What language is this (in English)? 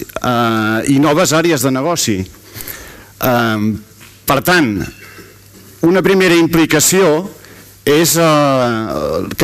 Catalan